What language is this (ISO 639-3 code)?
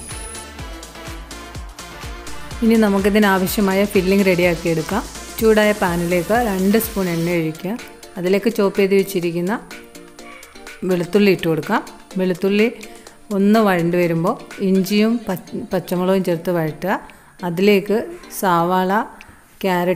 mal